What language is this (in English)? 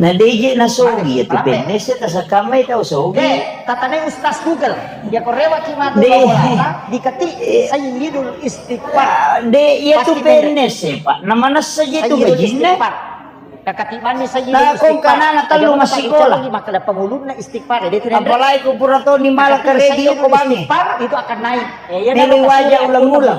Buginese